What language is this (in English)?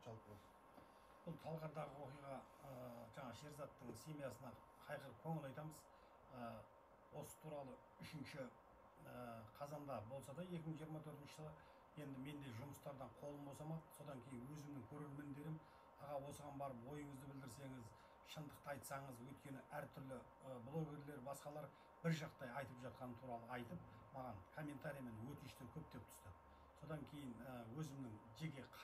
Kazakh